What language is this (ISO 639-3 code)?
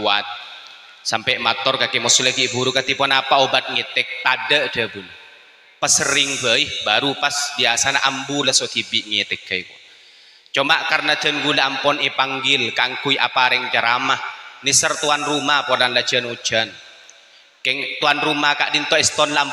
mad